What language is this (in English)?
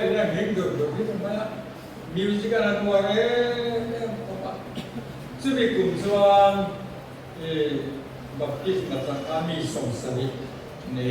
Mizo